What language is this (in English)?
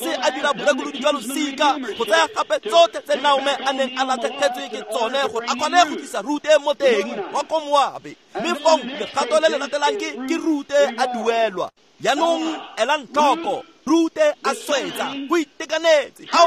Tswana